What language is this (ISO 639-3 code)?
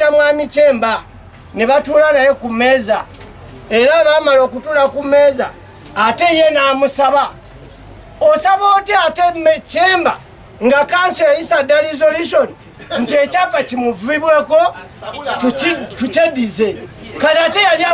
lug